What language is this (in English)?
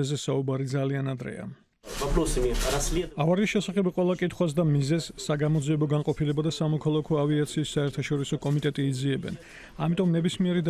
Georgian